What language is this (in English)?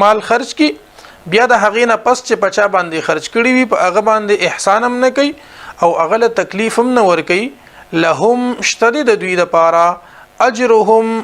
Pashto